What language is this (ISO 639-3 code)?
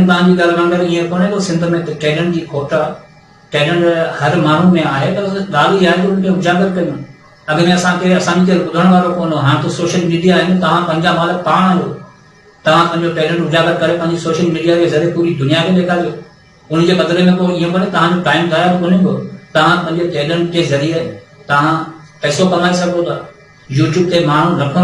snd